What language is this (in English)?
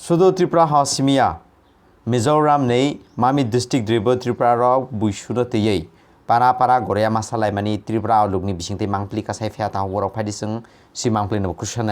Kok Borok